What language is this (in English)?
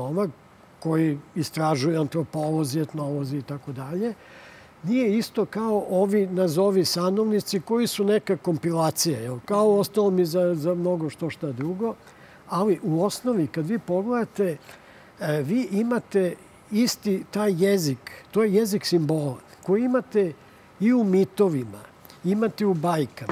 Serbian